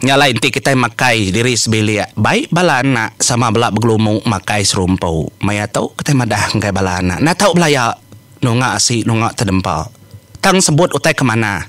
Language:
Iban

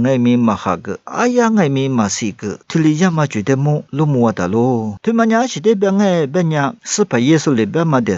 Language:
Lisu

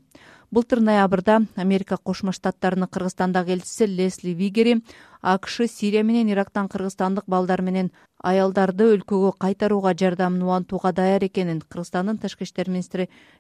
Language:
Kyrgyz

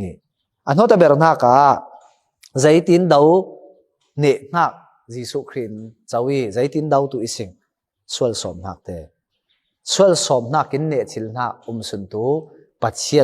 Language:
Falam Chin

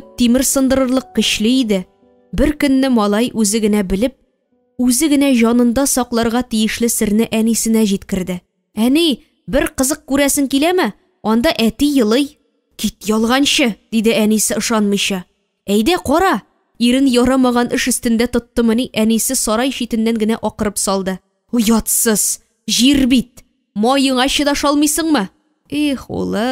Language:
Tatar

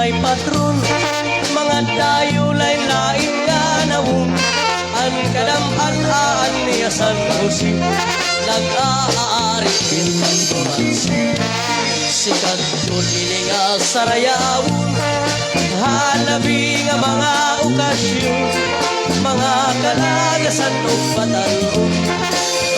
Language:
Waray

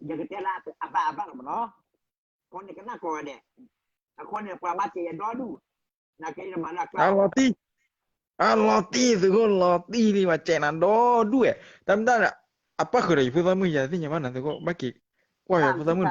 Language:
S'gaw Karen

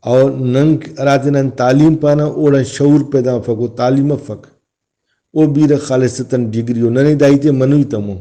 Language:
Brahui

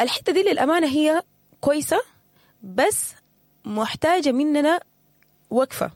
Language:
Sudanese Arabic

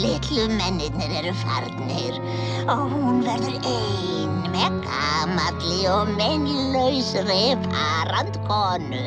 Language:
Icelandic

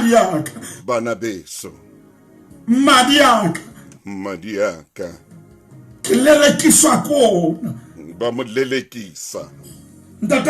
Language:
Southern Sotho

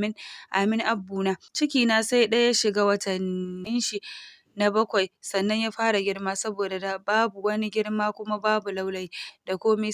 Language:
Hausa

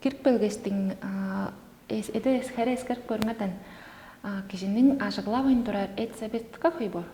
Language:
Tuvinian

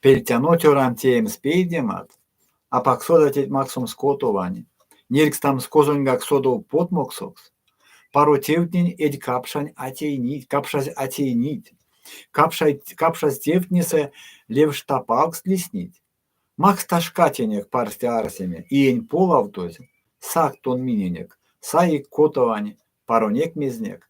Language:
Erzya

